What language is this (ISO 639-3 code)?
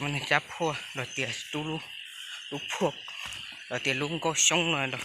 hmn